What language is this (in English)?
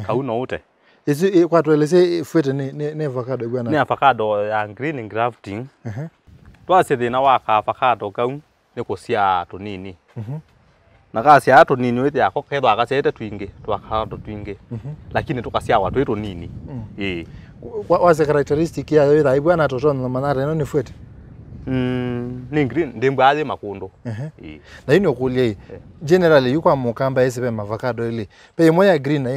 Kamba